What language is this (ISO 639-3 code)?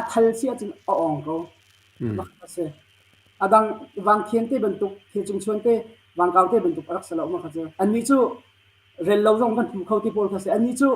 cnh